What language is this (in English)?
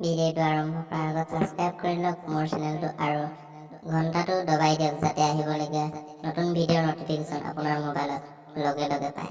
Assamese